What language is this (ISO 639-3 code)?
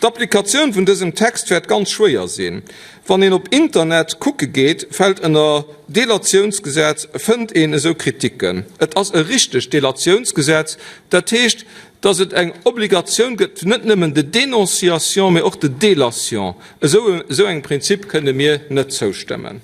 ltz